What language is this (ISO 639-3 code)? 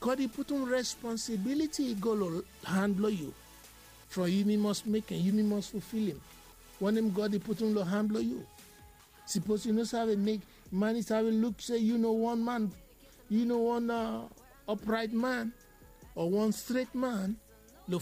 bis